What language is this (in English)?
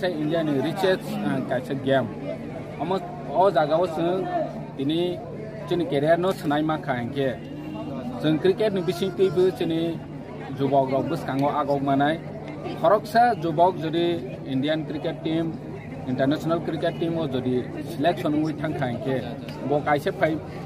Kok Borok